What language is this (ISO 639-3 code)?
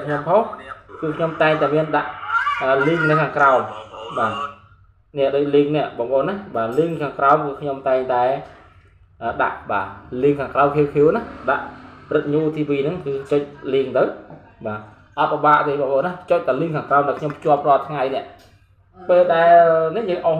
khm